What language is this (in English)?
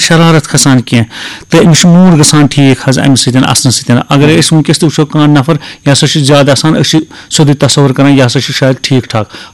Kashmiri